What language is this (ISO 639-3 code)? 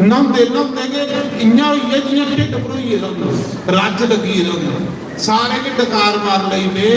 doi